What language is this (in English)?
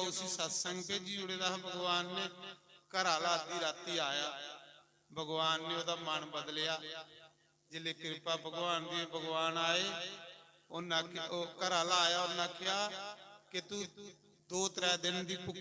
Dogri